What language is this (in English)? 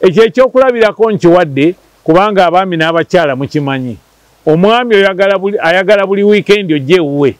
Ganda